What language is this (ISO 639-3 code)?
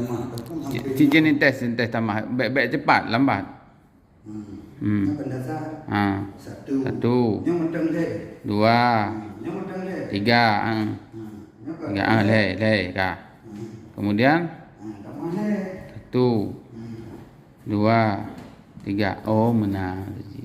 ace